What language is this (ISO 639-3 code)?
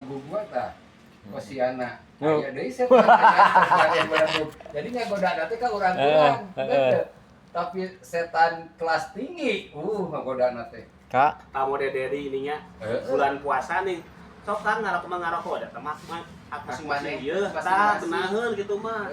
sun